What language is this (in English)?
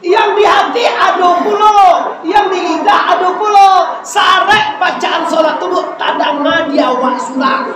Minangkabau